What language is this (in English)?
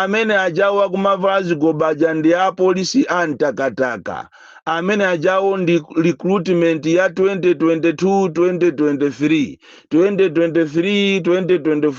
Nyanja